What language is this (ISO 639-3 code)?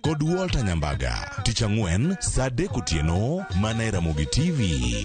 luo